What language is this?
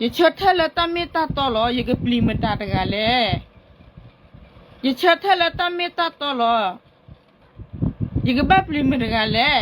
S'gaw Karen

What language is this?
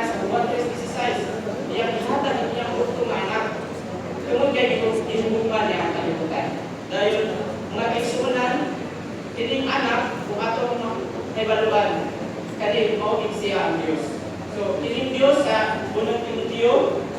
Cebuano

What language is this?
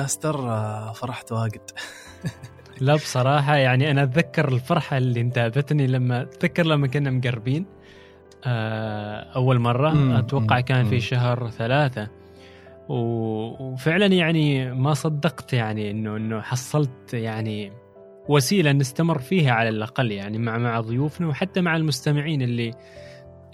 Gulf Arabic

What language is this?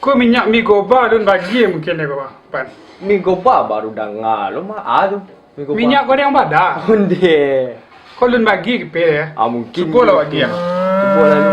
Minangkabau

